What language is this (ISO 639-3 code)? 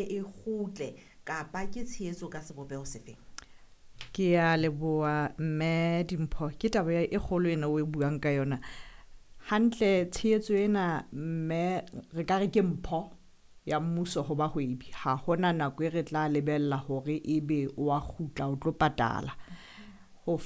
sot